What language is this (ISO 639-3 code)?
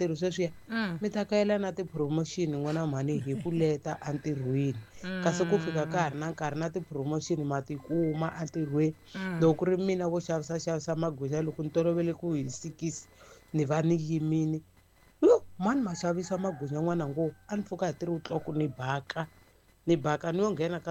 tso